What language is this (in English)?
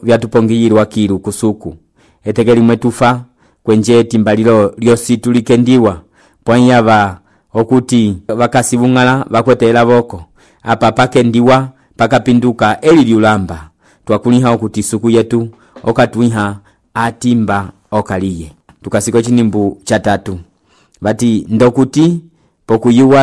Umbundu